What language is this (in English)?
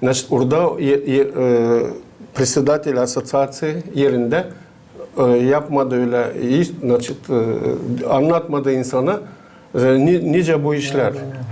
Gagauz